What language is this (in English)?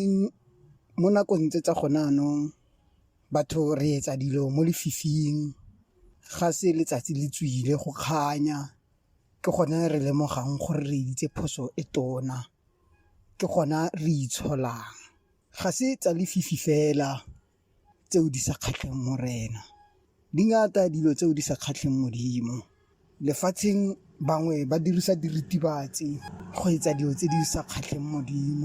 Tswana